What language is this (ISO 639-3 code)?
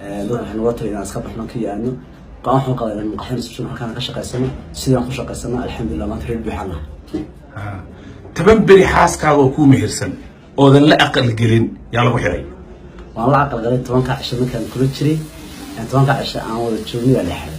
som